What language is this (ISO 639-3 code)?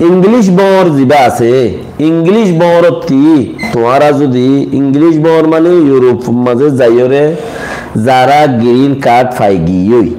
rhg